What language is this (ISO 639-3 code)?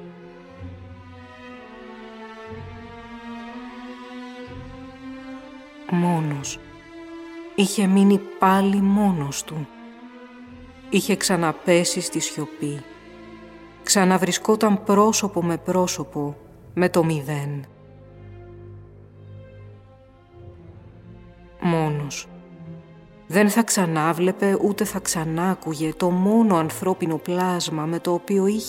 ell